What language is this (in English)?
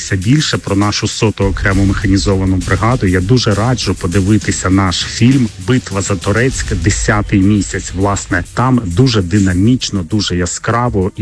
Ukrainian